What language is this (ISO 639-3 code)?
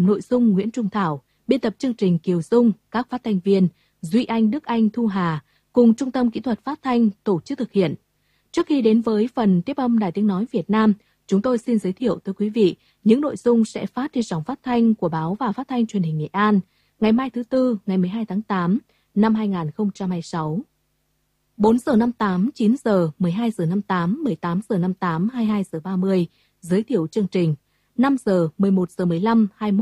vie